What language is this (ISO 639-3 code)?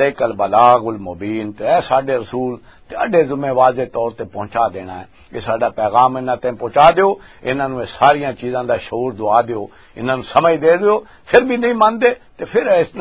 lah